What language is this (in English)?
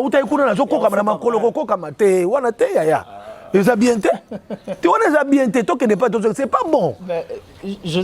Lingala